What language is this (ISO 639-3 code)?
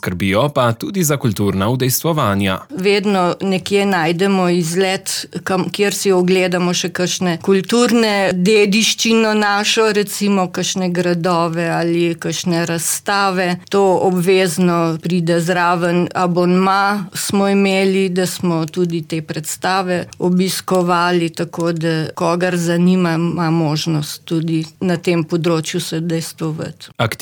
slv